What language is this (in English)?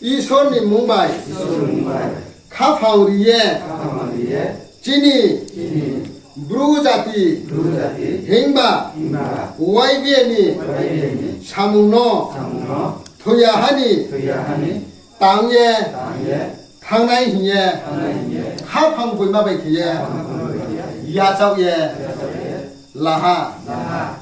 Riang (India)